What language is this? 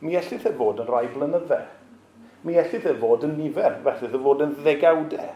Welsh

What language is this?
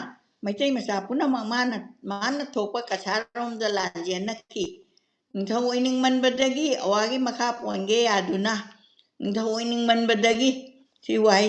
Manipuri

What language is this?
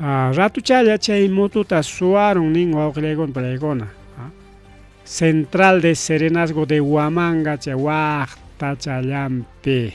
Ayacucho Quechua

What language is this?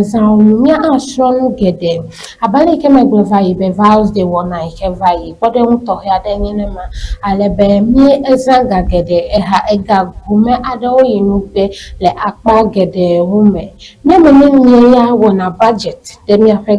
Ewe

